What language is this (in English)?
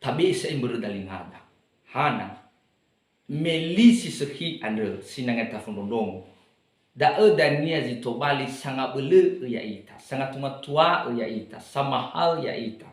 Nias